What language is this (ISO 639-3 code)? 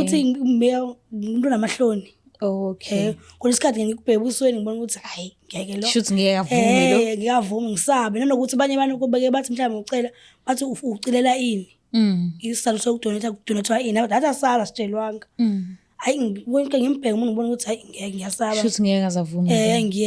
zul